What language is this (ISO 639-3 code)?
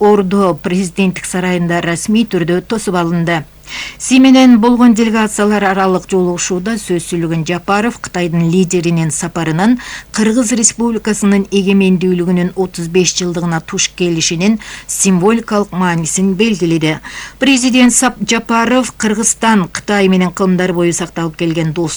kir